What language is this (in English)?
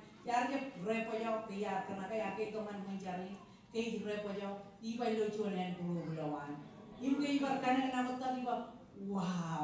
Marshallese